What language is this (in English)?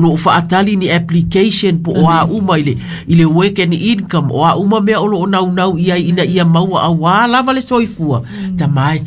Samoan